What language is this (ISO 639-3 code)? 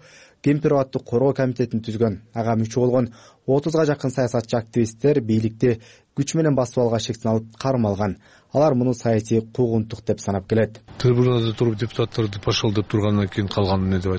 kir